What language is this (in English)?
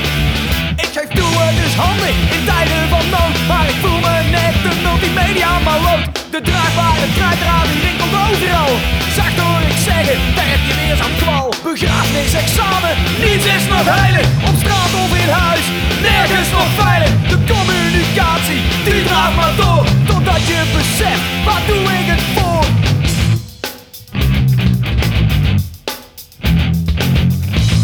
Dutch